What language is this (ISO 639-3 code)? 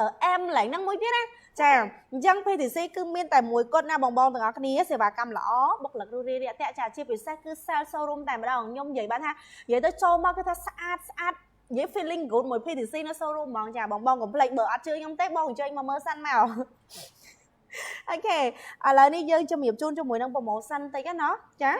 khm